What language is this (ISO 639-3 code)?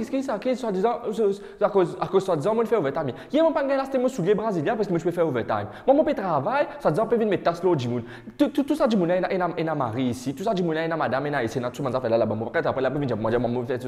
mfe